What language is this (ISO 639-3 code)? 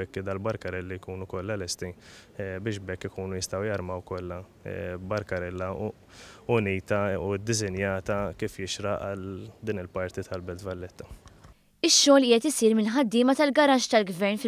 mlt